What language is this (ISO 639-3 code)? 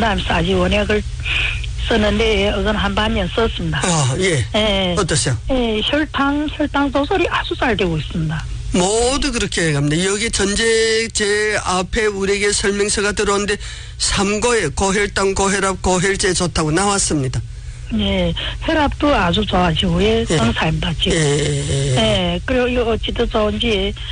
kor